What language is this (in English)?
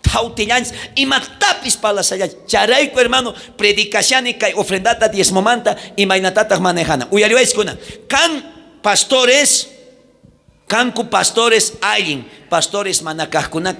South Bolivian Quechua